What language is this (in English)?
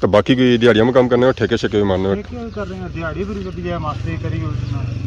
Pahari-Potwari